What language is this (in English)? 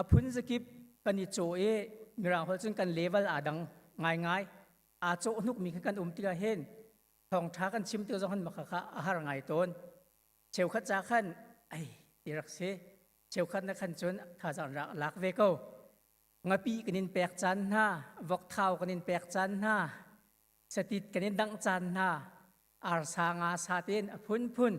Hakha Chin